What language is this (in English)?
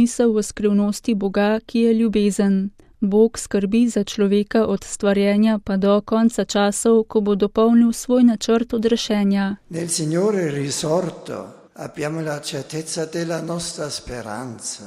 Slovenian